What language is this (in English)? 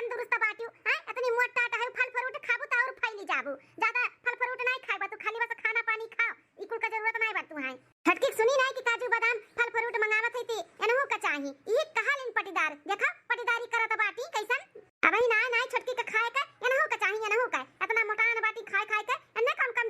Awadhi